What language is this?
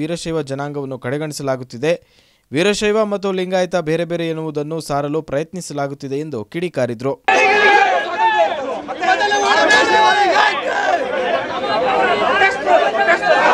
Kannada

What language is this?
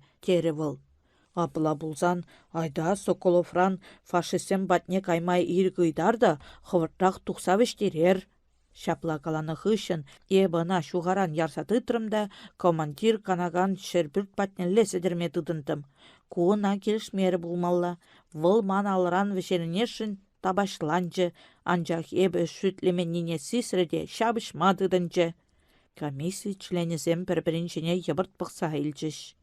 Chuvash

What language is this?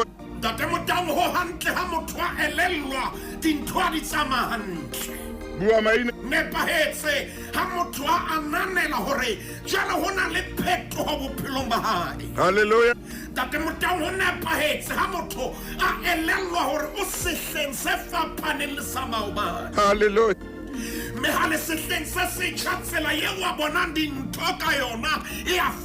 Southern Sotho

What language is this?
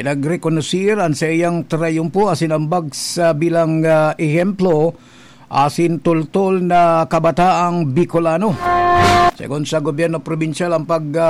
Bikol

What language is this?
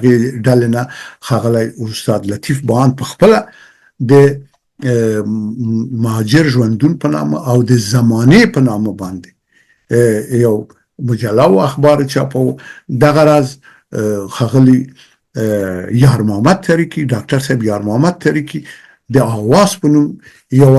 Pashto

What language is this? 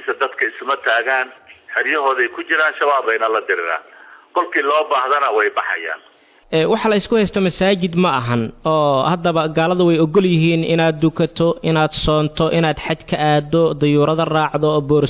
Somali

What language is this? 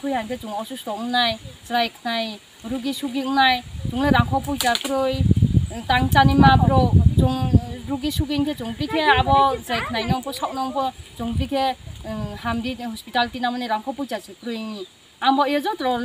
Riang (India)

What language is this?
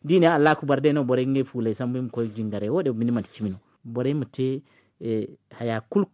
Zarma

